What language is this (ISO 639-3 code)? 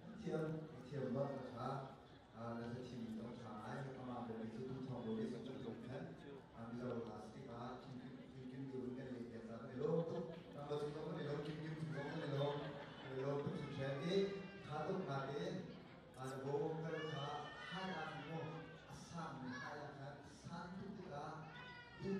cnh